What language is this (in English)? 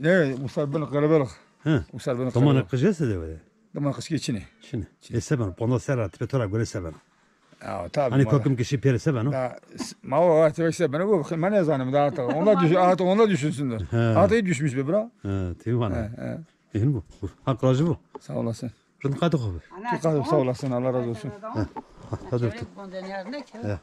Zaza